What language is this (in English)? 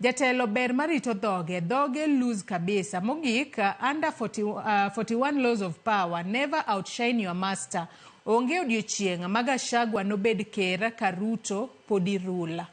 Luo (Kenya and Tanzania)